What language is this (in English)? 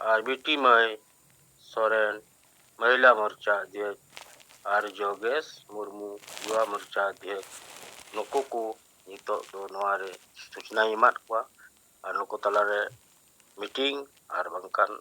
Santali